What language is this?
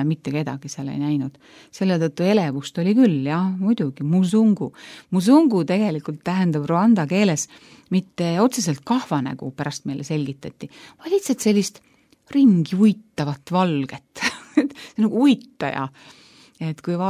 Estonian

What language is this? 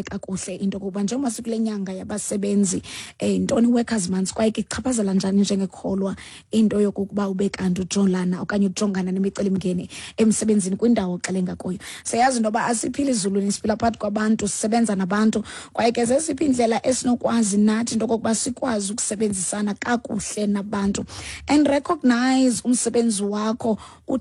Xhosa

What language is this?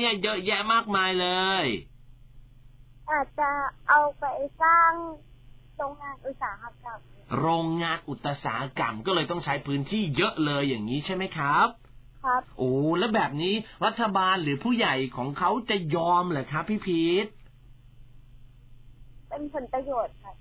Thai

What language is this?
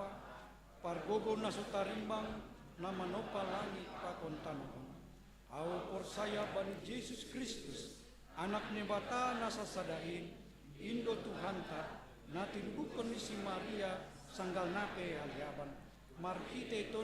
Batak Simalungun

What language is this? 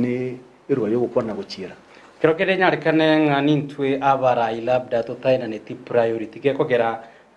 Gusii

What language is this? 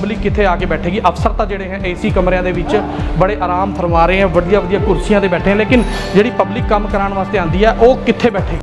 Punjabi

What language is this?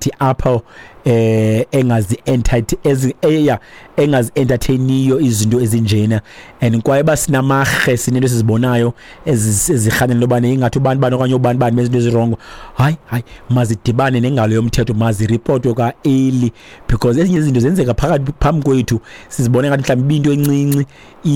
Xhosa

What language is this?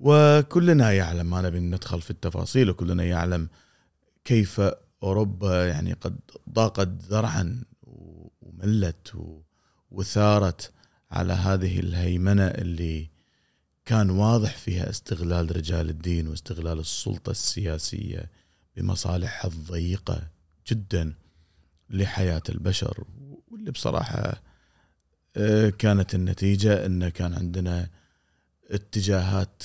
Gulf Arabic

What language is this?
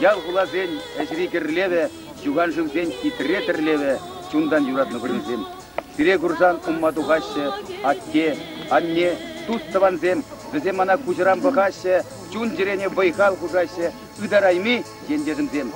Chuvash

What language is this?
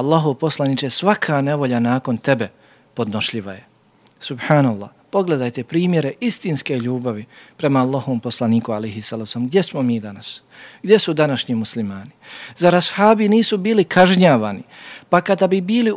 Bosnian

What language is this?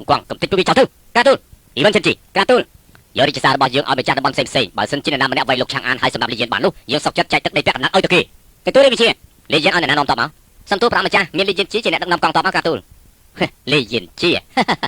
Khmer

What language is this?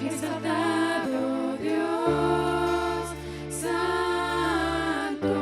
Plautdietsch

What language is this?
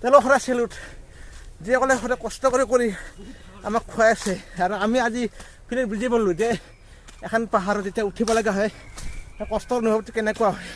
Assamese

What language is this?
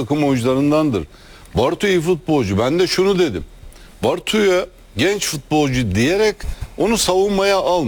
Turkish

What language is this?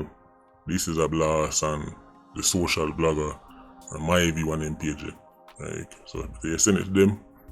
Jamaican Creole English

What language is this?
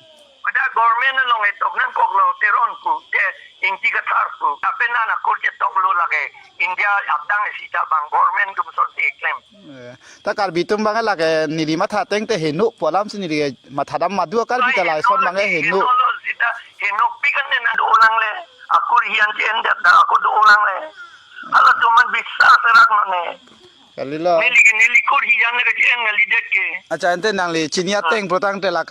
Karbi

